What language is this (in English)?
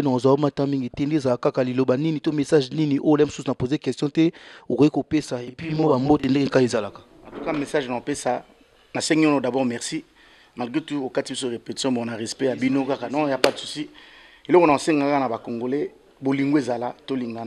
Lingala